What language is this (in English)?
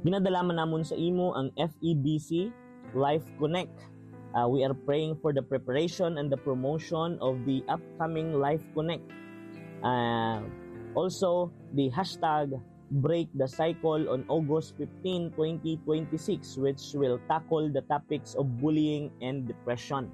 Hiligaynon